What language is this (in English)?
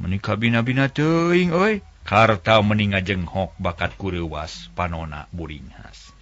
Sundanese